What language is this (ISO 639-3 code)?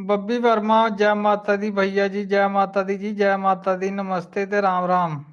doi